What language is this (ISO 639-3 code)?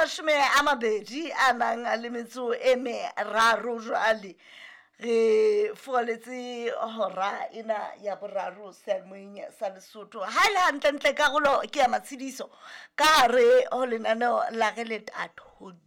sot